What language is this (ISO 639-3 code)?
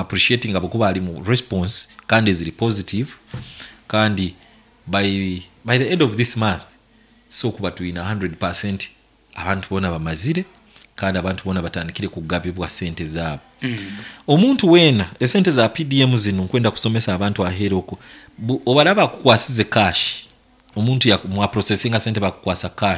nyn